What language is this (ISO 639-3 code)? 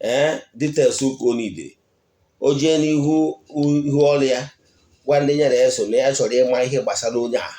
ibo